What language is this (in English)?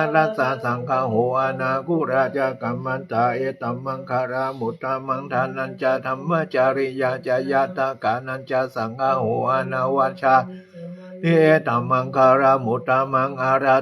Pali